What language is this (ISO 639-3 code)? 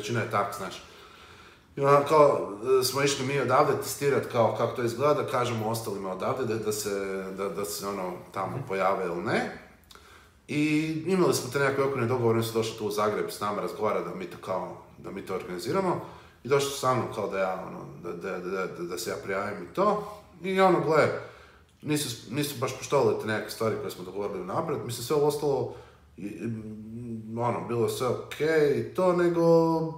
hrv